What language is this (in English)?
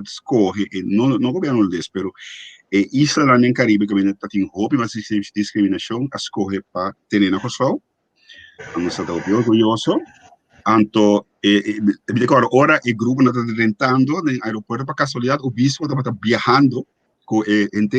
Papiamento